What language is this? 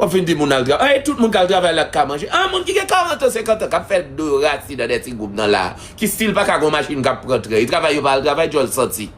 Haitian Creole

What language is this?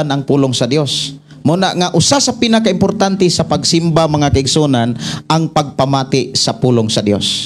Cebuano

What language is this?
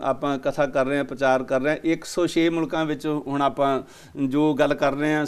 Punjabi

